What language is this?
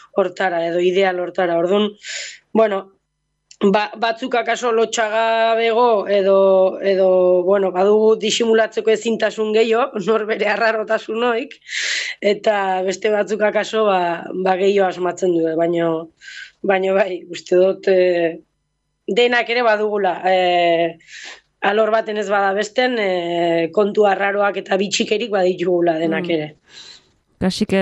Basque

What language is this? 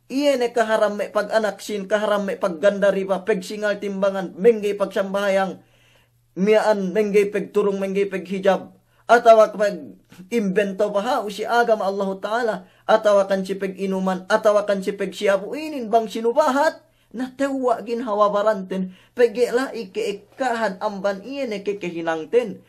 Yakan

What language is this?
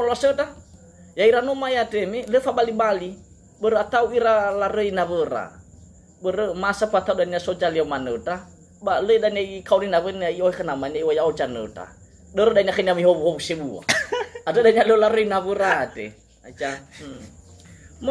Nias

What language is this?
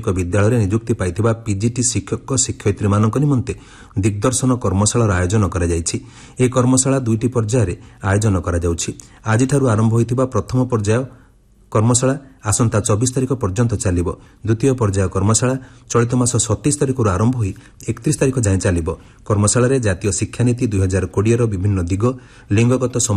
Odia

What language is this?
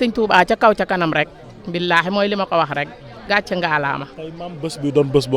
Wolof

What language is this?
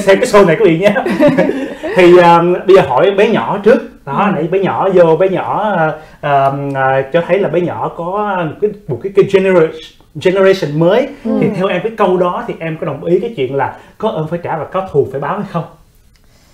Vietnamese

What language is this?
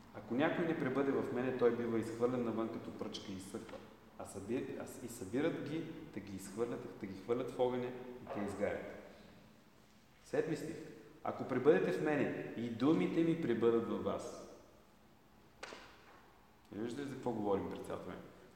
Bulgarian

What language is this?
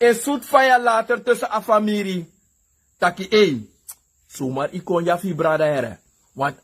Sranan Tongo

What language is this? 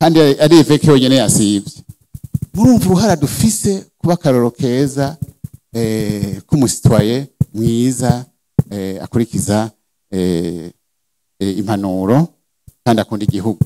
Rundi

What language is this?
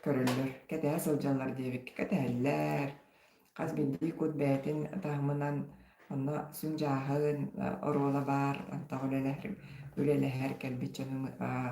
Yakut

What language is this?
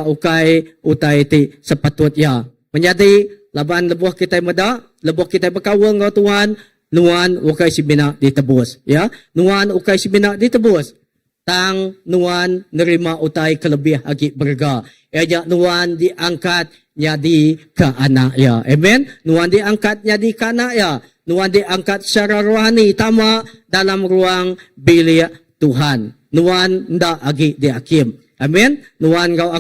Iban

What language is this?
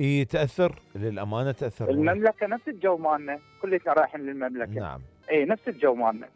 Mesopotamian Arabic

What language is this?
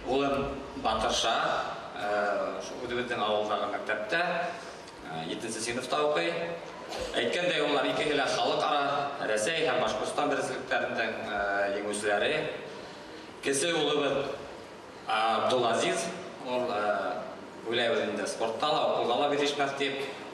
Bashkir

